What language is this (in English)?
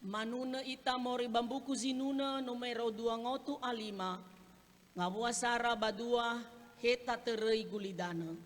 Nias